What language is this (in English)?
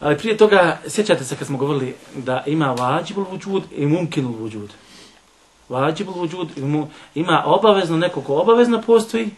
Bosnian